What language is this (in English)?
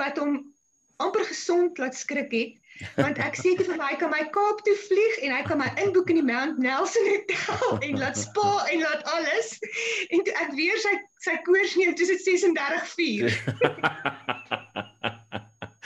Afrikaans